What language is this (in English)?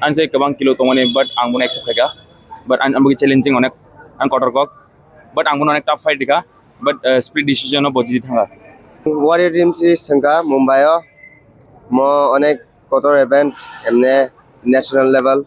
Kok Borok